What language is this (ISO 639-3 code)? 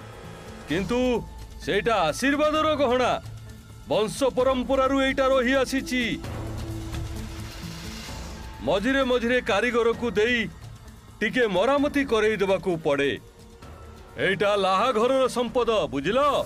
ori